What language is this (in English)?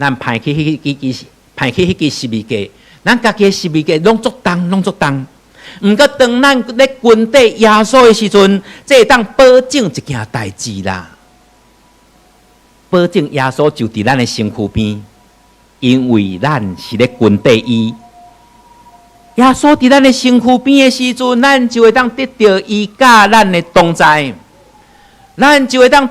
Min Nan Chinese